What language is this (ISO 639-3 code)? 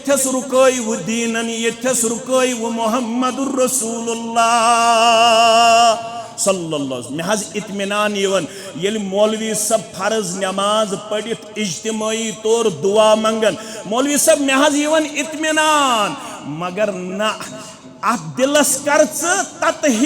kas